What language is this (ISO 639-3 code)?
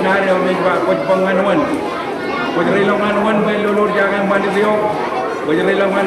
mah